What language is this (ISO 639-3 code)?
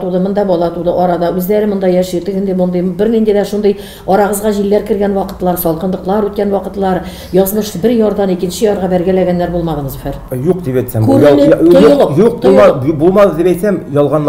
tat